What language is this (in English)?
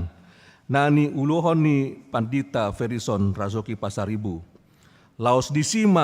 Batak Toba